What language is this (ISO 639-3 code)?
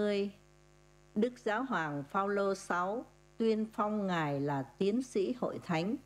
vie